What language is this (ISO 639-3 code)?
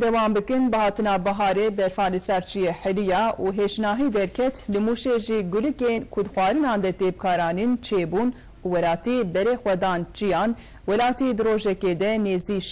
kur